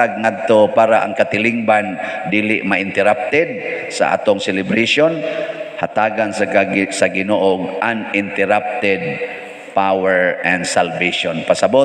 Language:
Cebuano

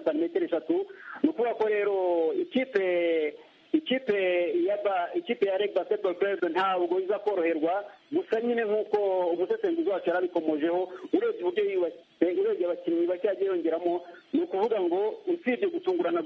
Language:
Kinyarwanda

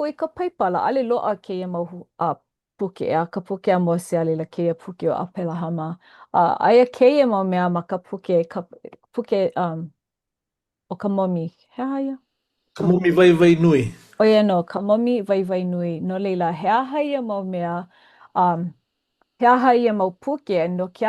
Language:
Hawaiian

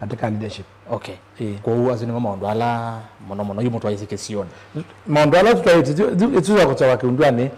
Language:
Kamba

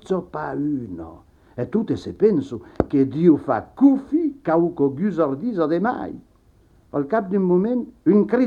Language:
Occitan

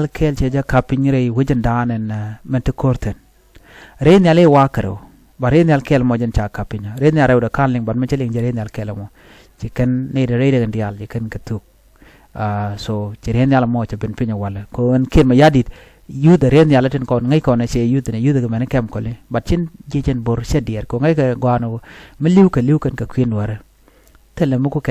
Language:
Nuer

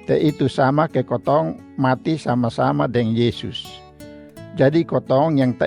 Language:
Kupang Malay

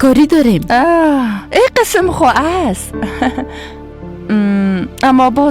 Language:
Persian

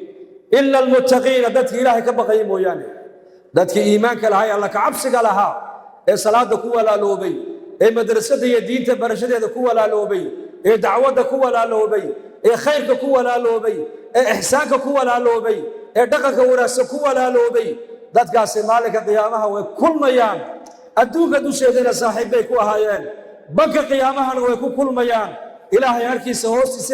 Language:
Somali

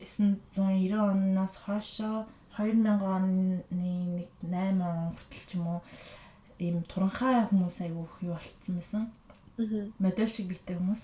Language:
Mongolian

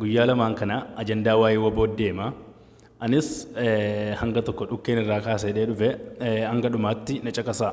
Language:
Oromo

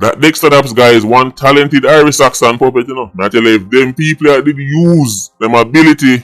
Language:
Jamaican Creole English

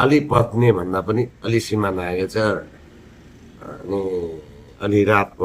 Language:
Nepali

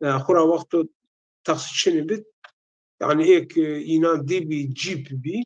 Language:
Zaza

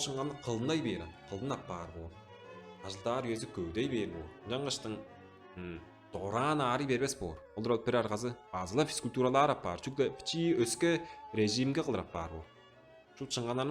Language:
Tuvinian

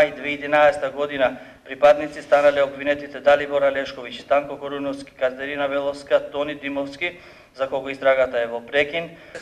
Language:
Macedonian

